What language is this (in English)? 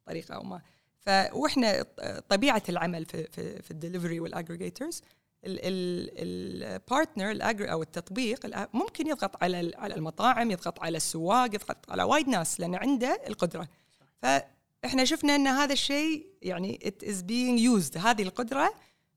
Gulf Arabic